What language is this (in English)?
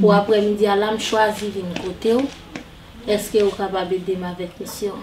Haitian Creole